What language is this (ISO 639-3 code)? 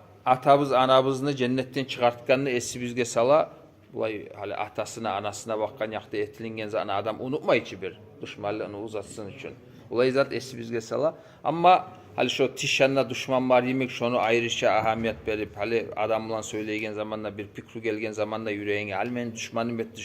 kum